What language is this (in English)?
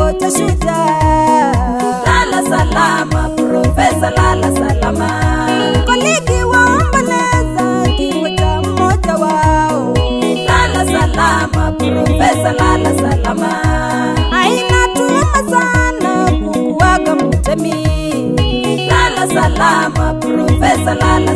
Swahili